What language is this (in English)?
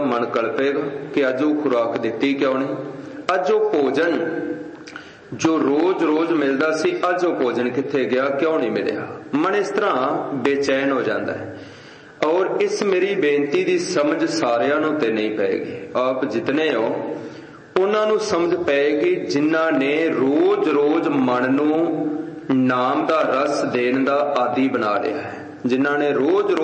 Punjabi